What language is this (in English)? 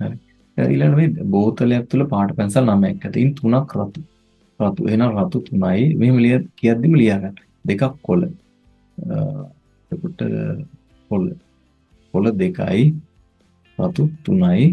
Sinhala